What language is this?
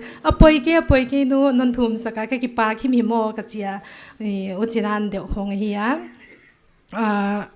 Paite Chin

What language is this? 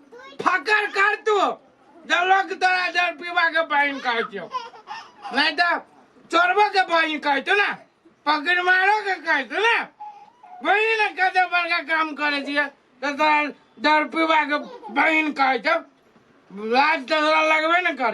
Maithili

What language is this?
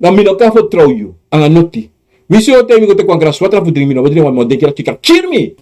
Sranan Tongo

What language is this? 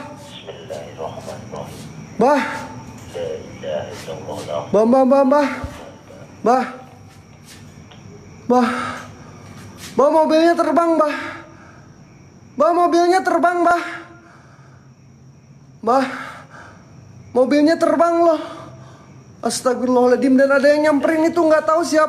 Indonesian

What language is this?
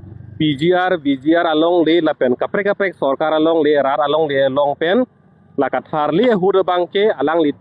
Karbi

